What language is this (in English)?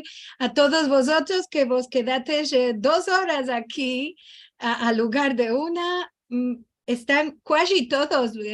Ladino